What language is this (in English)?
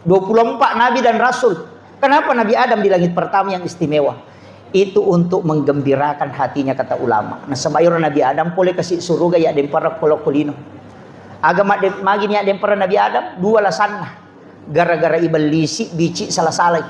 Buginese